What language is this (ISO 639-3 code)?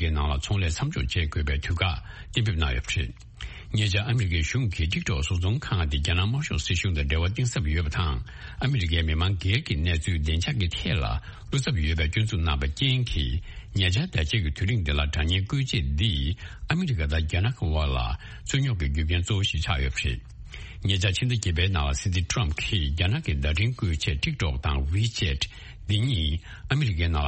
bod